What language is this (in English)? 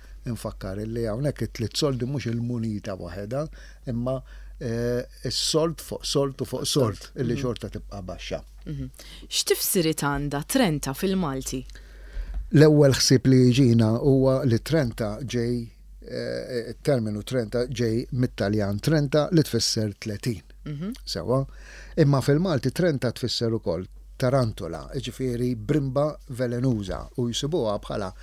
Maltese